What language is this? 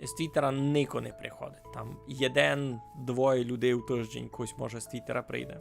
Rusyn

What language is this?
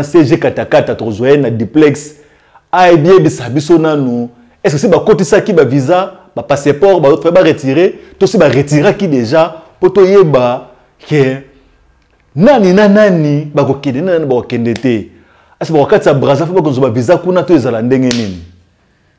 Lingala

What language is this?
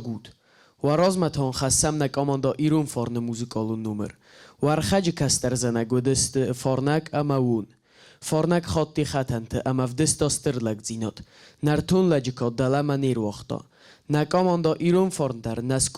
Ossetic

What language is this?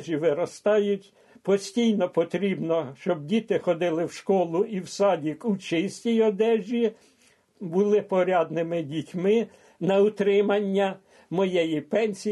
Ukrainian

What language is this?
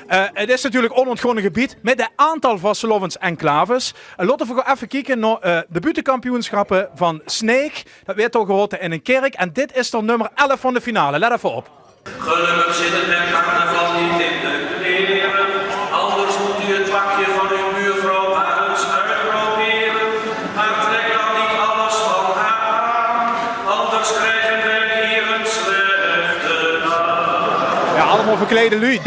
Limburgish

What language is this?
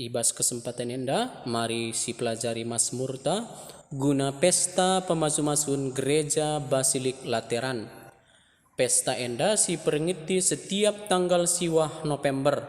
Batak Karo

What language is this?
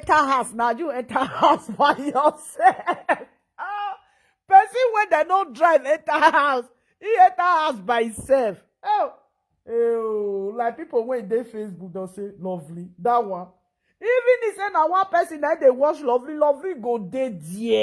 Nigerian Pidgin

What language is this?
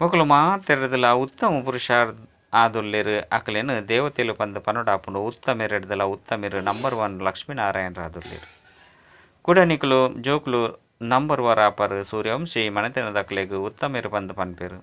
Tulu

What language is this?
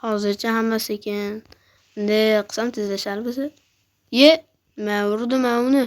Uzbek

